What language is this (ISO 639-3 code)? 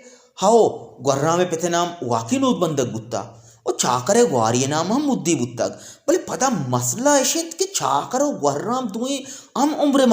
bal